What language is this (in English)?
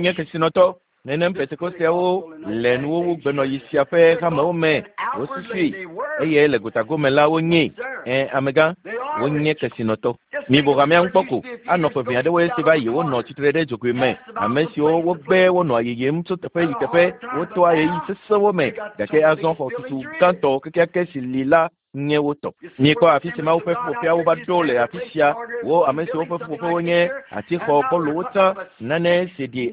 Ewe